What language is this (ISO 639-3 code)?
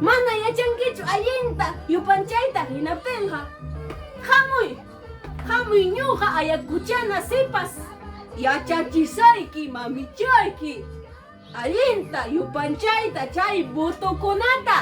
quy